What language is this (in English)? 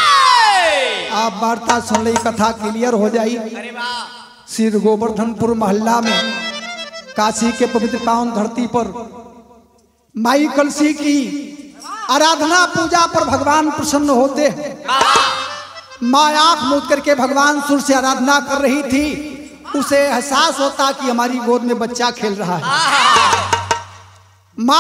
Bhojpuri